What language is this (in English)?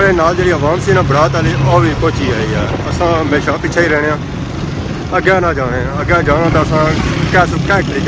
Pahari-Potwari